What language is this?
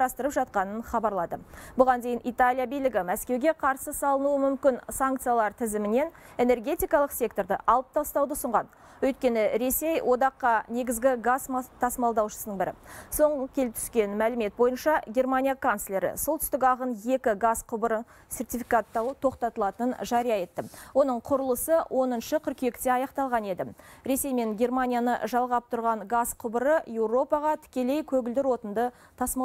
Kazakh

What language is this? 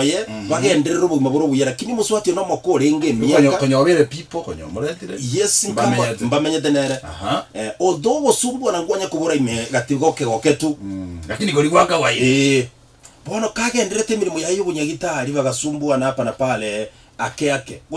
Gusii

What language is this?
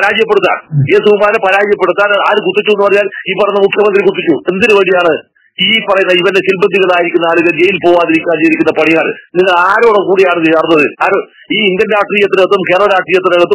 Malayalam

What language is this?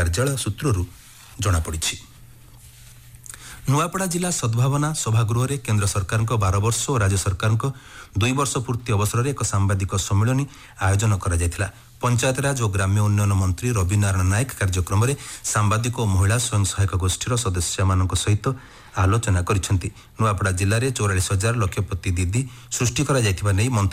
Odia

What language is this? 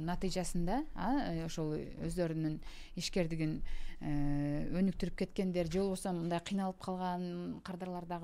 Kyrgyz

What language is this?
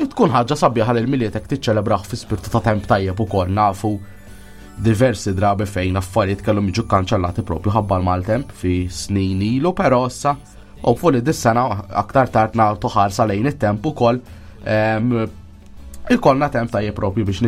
Maltese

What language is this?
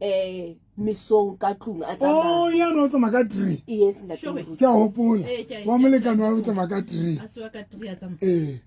Southern Sotho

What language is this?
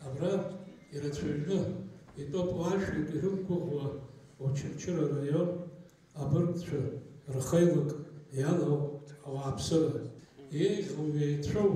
Abkhazian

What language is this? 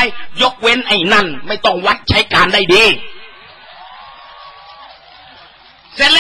Thai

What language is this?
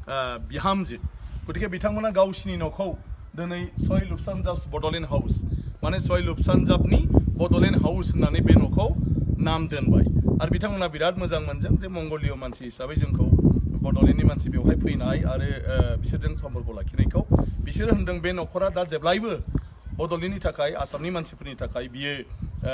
Bodo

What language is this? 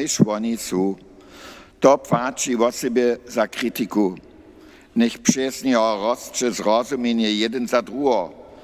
Upper Sorbian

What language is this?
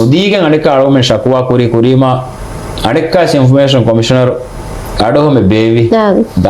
Divehi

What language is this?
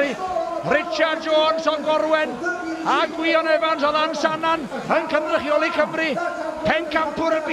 Welsh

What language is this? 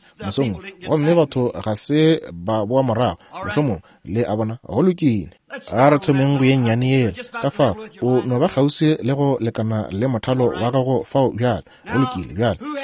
Northern Sotho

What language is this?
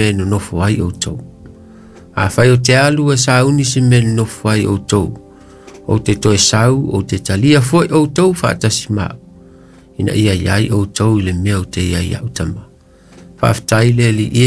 Samoan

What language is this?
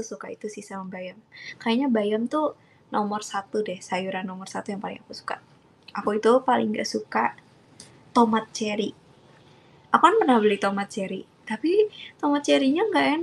Indonesian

